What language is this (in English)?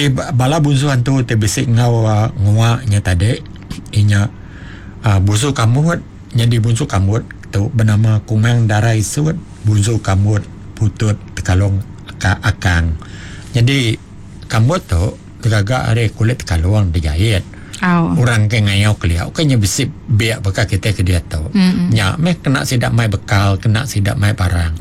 Iban